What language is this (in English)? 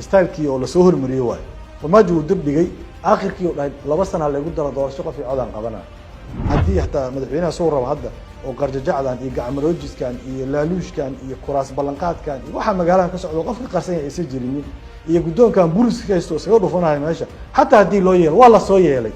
Somali